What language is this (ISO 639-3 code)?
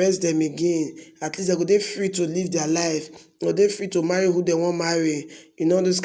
pcm